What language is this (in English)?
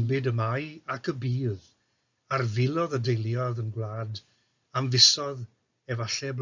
Welsh